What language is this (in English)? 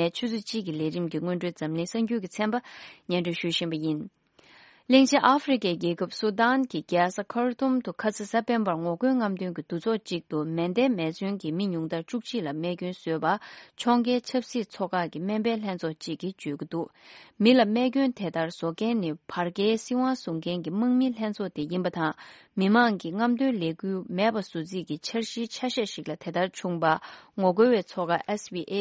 Tibetan